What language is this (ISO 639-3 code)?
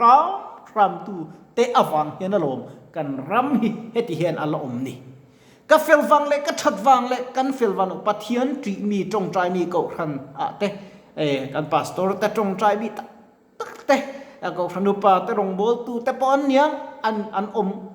lus